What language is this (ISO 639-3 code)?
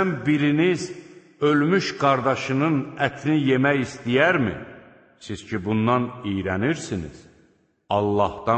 aze